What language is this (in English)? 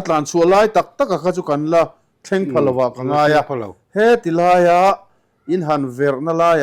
Mizo